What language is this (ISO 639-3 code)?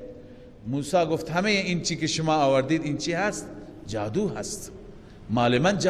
fas